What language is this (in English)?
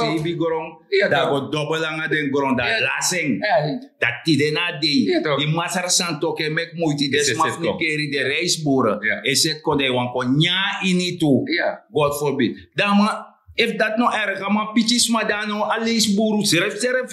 Sranan Tongo